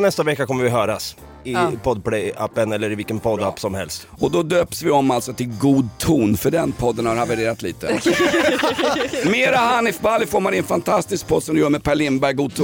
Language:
Swedish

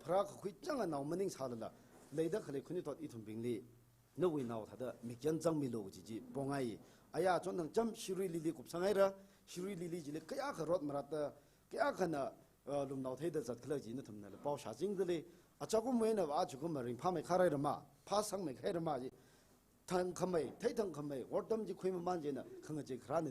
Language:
Tangkhul Naga (India)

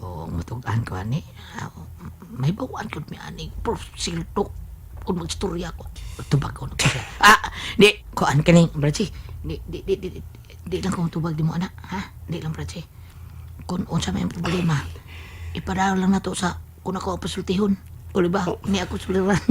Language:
Cebuano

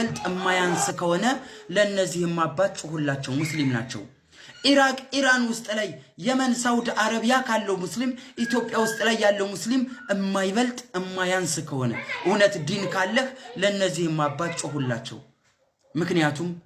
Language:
Amharic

